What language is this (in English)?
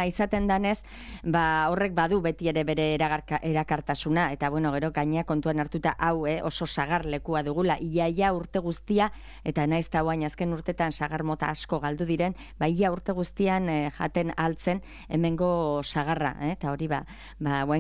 Basque